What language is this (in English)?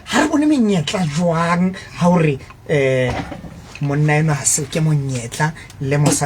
Southern Sotho